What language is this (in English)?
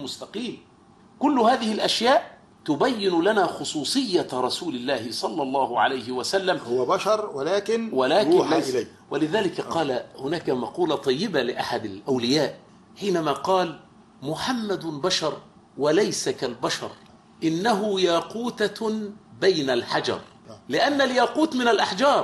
Arabic